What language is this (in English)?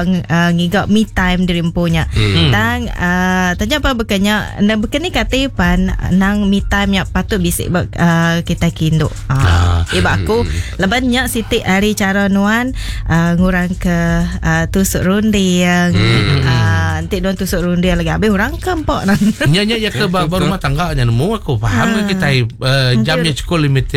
Iban